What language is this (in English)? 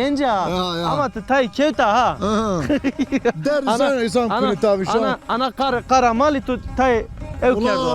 Zaza